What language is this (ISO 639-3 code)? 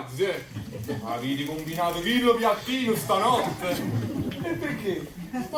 nap